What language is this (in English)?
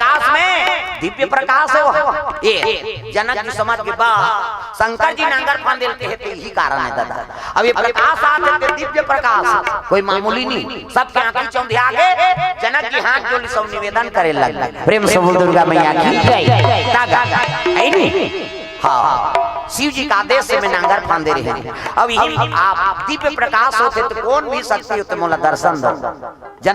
Chhattisgarhi